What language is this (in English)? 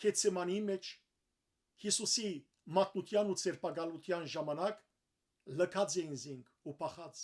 Western Armenian